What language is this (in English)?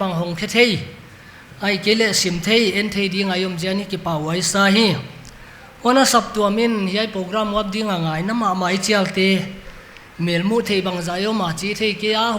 Paite Chin